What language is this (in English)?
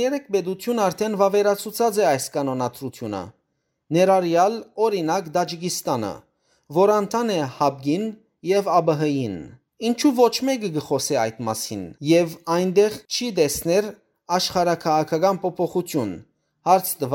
Western Armenian